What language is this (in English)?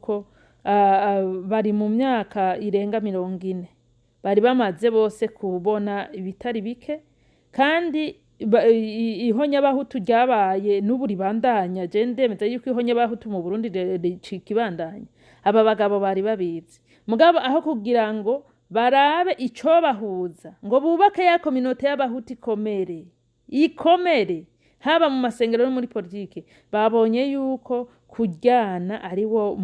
Rundi